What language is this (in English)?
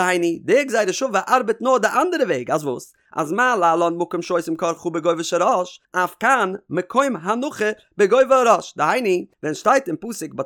Yiddish